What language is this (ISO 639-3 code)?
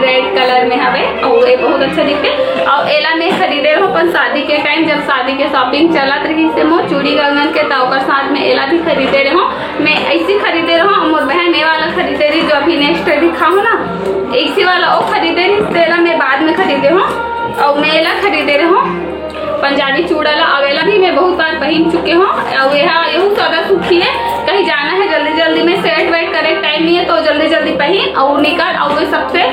hne